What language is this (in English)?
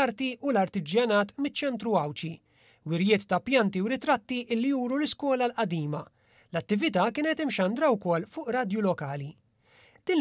Maltese